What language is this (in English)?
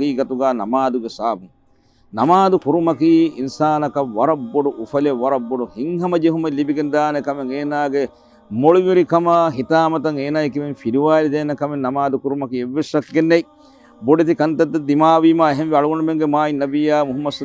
Divehi